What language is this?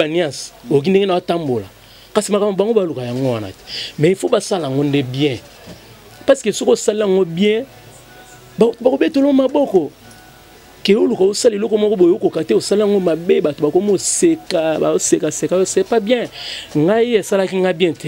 Lingala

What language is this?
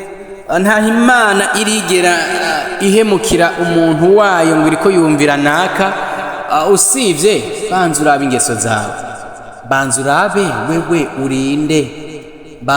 Rundi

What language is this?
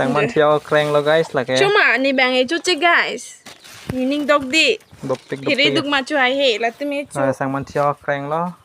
Karbi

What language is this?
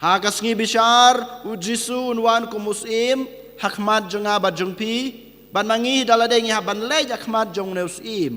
Khasi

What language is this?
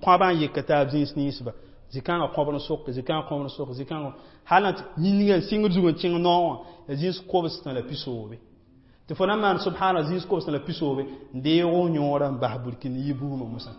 Mossi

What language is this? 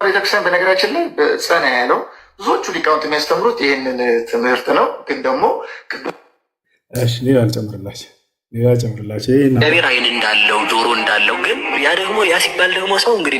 Amharic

